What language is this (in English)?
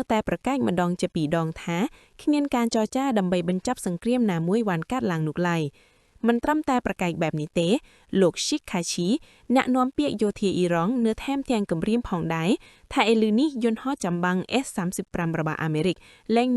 Khmer